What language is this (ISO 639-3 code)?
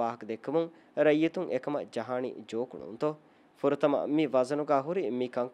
div